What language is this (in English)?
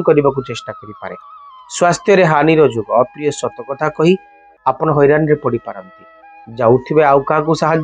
Odia